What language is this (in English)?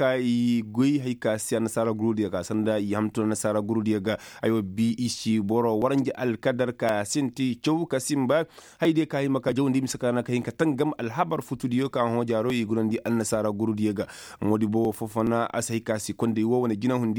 Koyraboro Senni